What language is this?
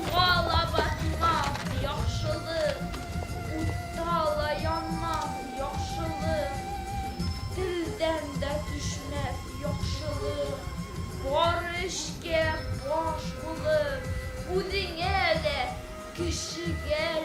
Bashkir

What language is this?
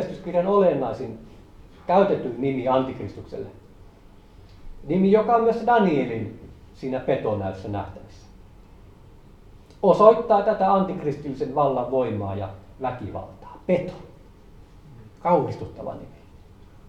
Finnish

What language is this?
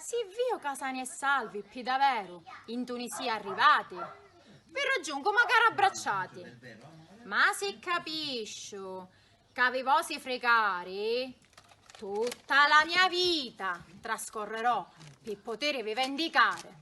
Sicilian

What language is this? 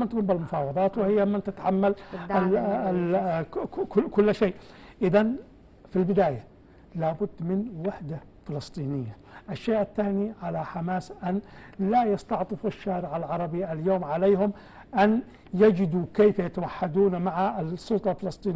Egyptian Arabic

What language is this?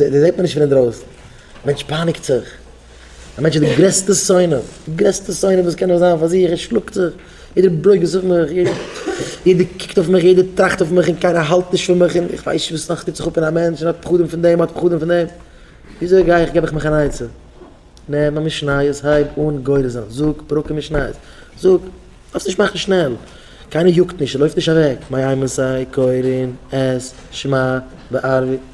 Yiddish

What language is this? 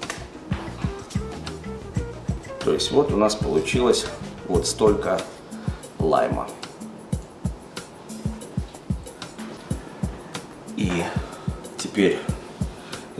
Russian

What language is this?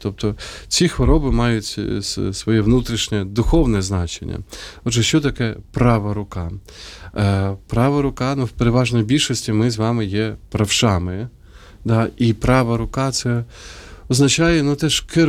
Ukrainian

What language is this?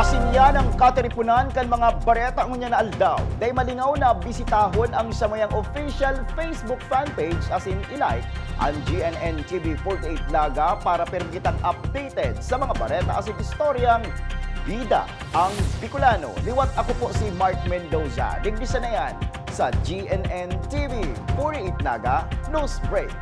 Bikol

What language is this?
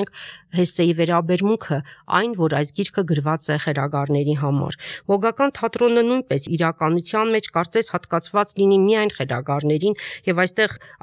Armenian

